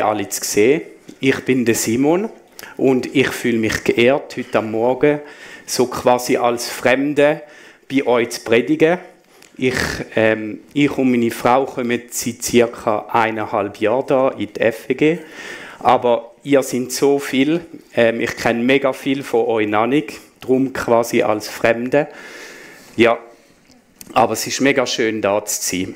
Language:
Swiss German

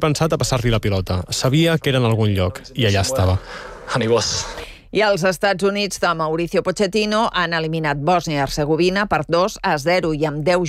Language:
Catalan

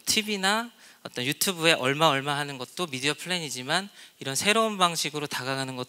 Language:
Korean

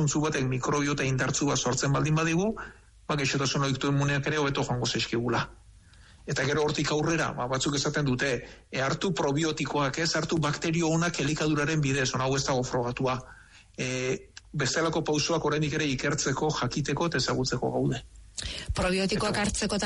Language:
Basque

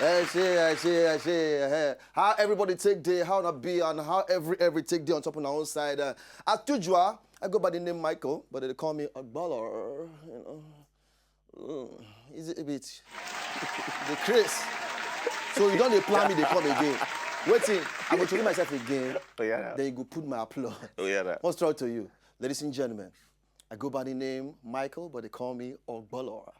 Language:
Nigerian Pidgin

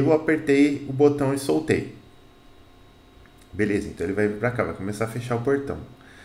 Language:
Portuguese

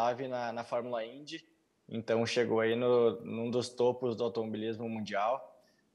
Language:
Portuguese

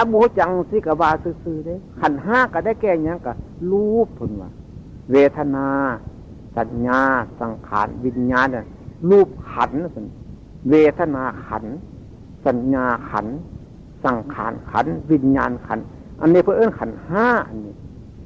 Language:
Northeastern Thai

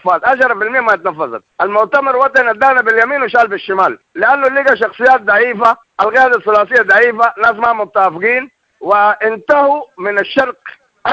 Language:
Sudanese Arabic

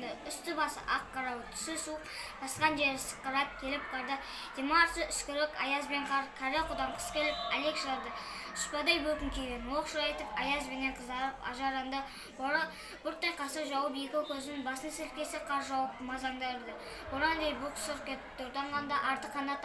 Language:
Kazakh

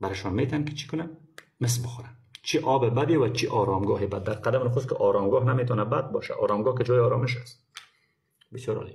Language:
Persian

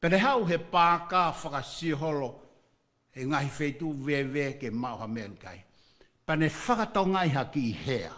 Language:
Tongan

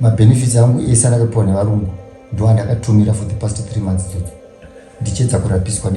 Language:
Shona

